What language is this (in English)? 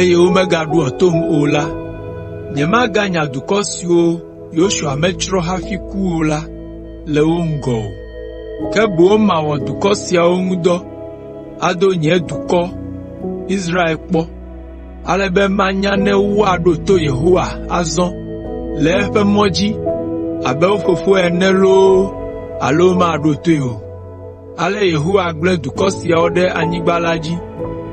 Ewe